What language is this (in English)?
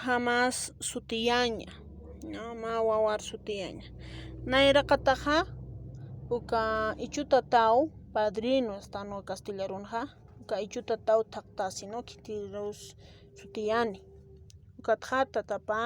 Aymara